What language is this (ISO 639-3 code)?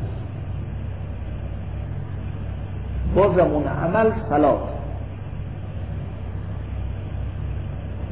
fas